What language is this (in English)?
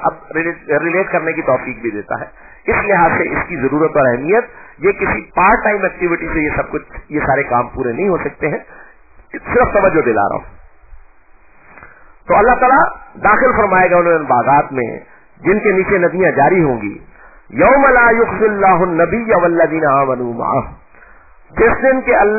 Urdu